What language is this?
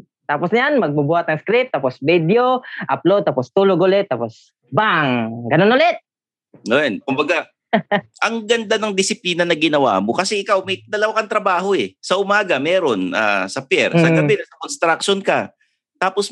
Filipino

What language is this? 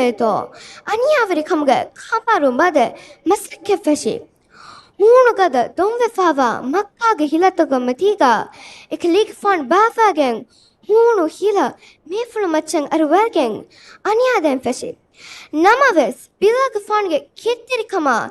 Divehi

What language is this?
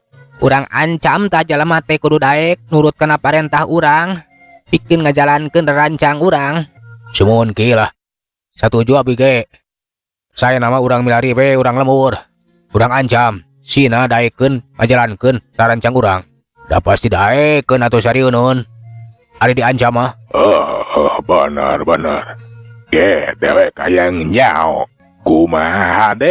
Sundanese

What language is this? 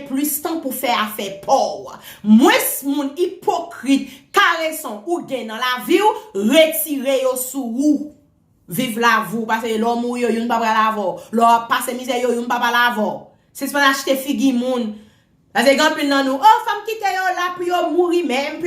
Haitian Creole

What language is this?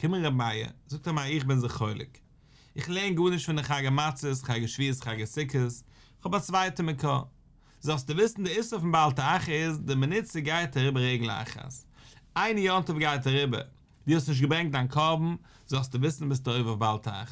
Yiddish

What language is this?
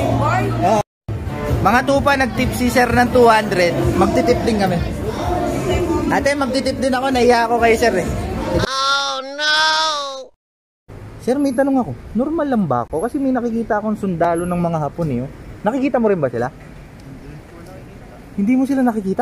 Filipino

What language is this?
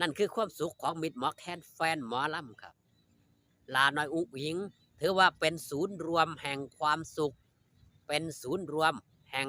Northeastern Thai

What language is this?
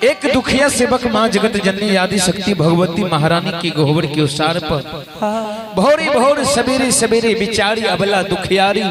Maithili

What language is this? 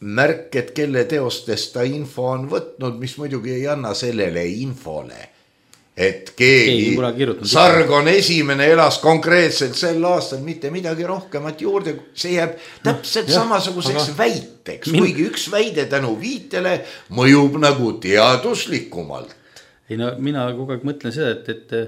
Estonian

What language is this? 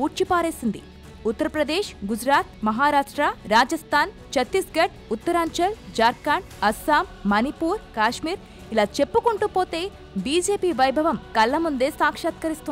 Telugu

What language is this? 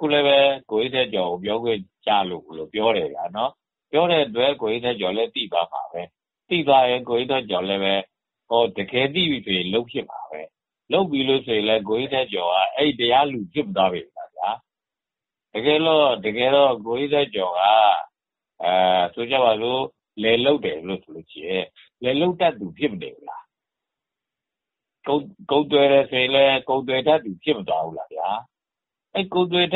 Burmese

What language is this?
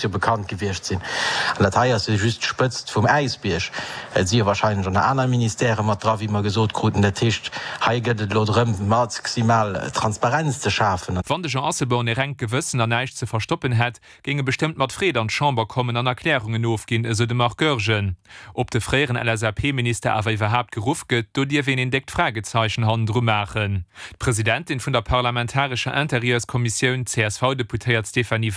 Luxembourgish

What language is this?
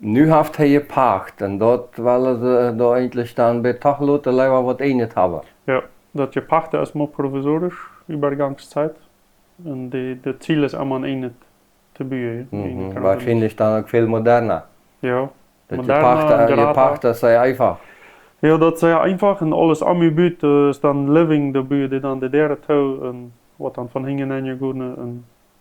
Plautdietsch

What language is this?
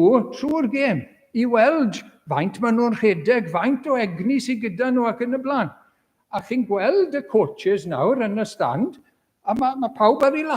Welsh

